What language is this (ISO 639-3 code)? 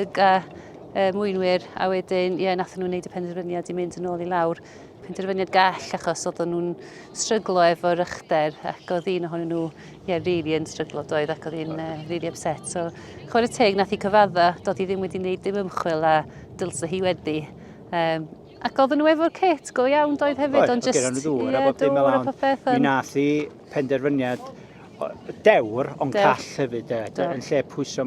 cym